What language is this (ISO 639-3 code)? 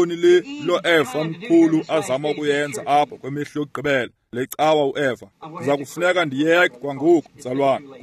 xho